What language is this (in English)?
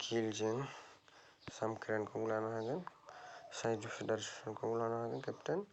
Bodo